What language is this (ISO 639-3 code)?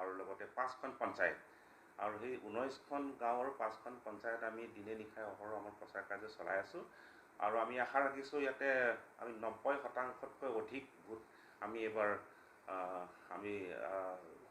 asm